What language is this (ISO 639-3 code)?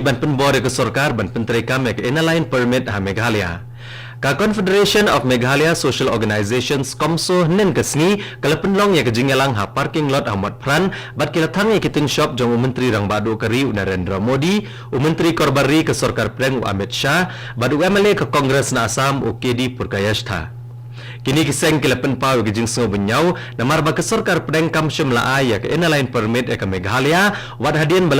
kha